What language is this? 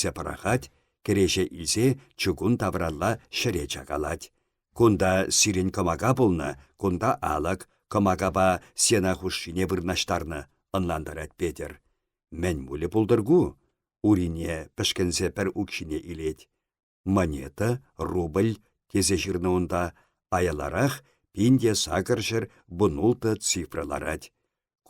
Chuvash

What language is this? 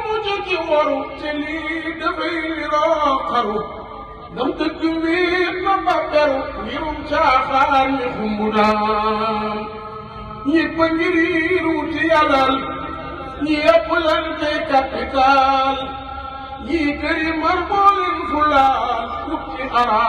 Wolof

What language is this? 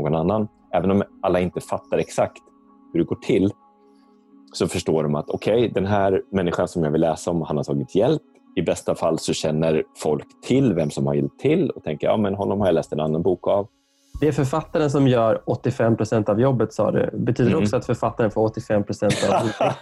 Swedish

